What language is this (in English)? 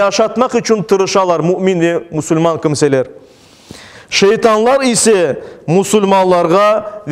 Crimean Tatar